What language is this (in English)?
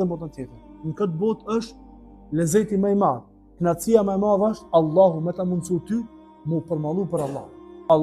Albanian